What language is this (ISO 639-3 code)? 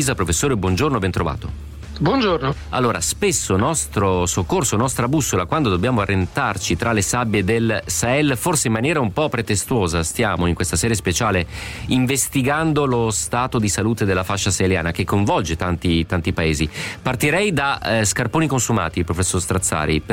ita